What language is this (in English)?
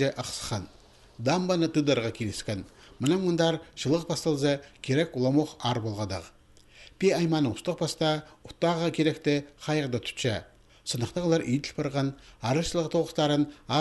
Khakas